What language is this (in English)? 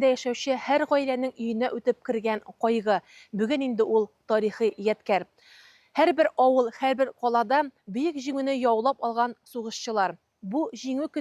Tatar